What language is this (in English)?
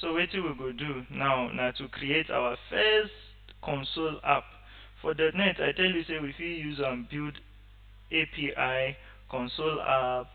Nigerian Pidgin